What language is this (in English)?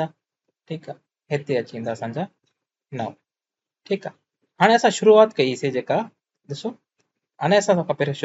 Sindhi